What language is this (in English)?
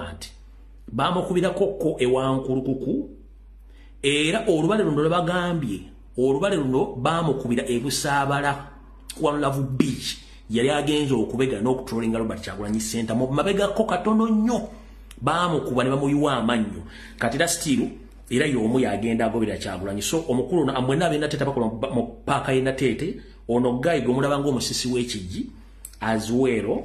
Ganda